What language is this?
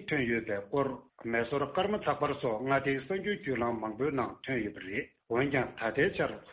Tibetan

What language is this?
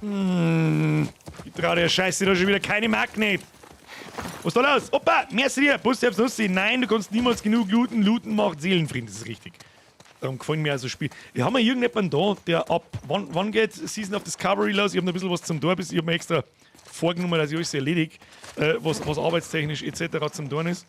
Bavarian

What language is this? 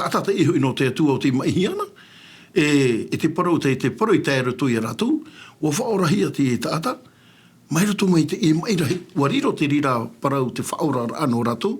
Tahitian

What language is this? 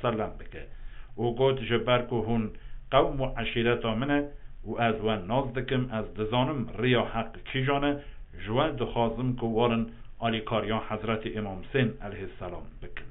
Kurdish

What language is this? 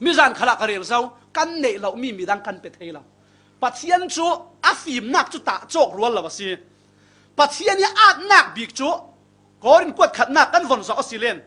Falam Chin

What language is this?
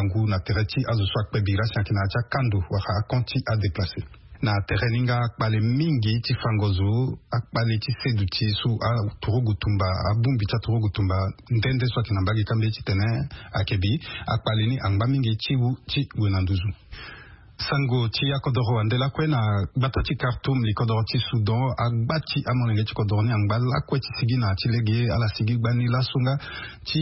Sango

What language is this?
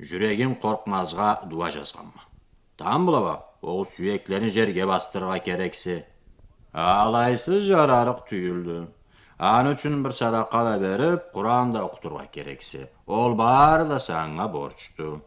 Karachay-Balkar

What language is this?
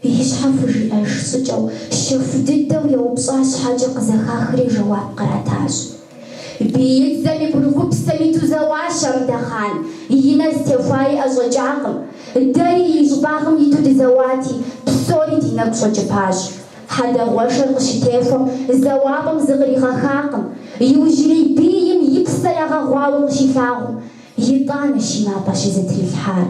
Kabardian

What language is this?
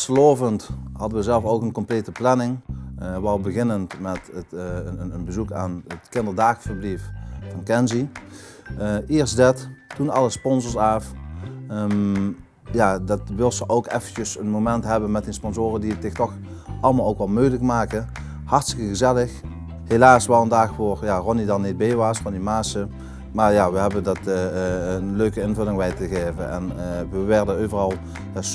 Limburgish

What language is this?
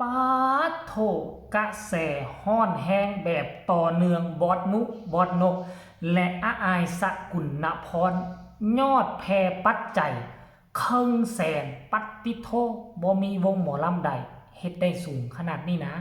Northeastern Thai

